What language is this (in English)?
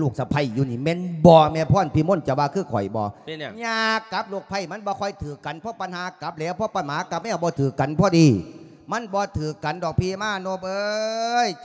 Lao